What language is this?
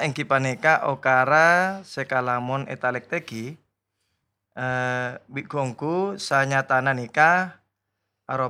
Madurese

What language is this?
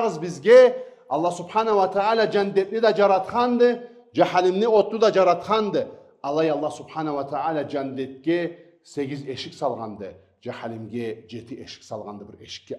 Karachay-Balkar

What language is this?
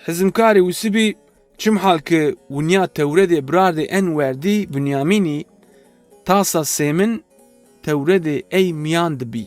Zaza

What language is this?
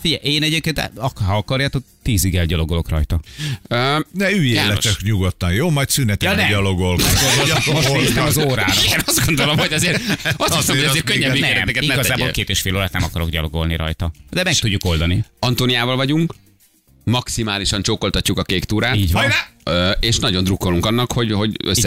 Hungarian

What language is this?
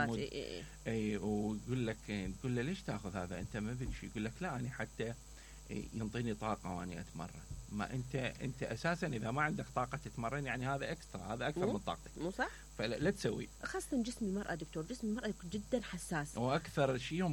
Mesopotamian Arabic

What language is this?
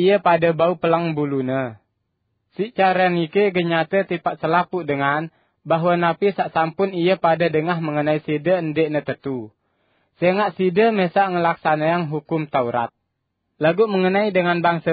Sasak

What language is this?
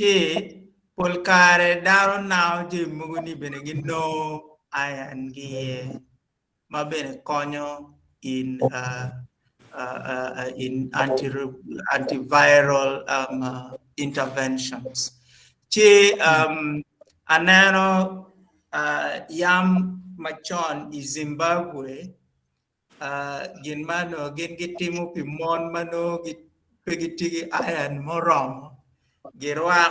Acoli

